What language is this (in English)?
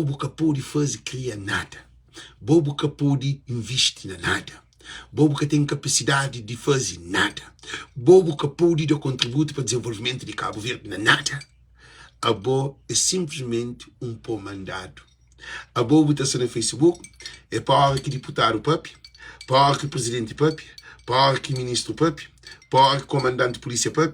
Kabuverdianu